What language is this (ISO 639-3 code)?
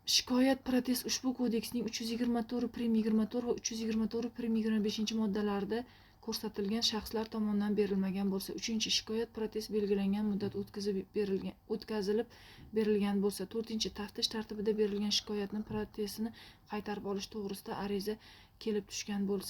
uzb